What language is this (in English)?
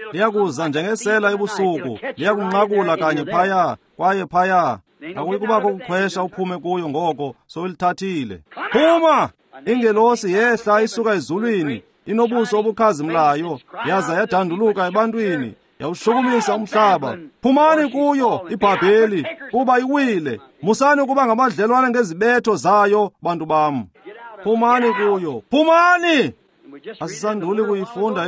Xhosa